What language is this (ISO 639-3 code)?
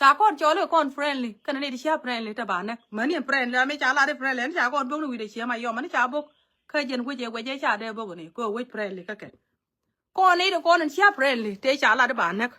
nus